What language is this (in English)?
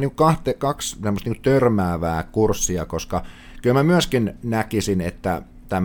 Finnish